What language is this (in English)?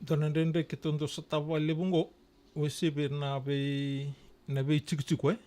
Fijian